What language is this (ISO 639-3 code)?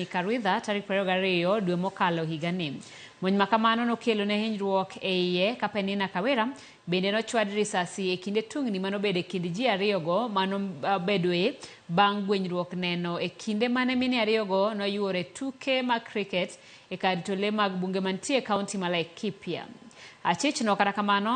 luo